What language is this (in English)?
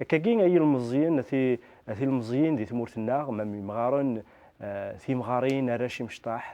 Kabyle